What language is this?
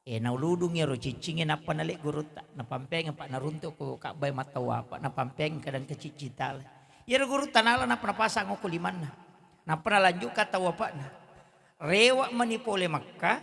Buginese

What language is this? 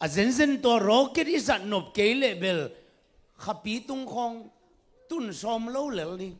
Tedim Chin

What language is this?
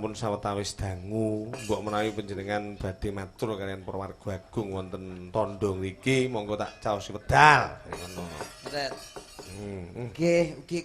Javanese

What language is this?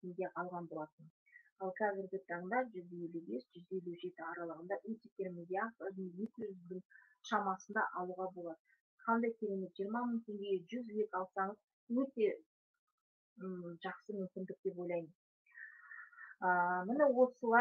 Kazakh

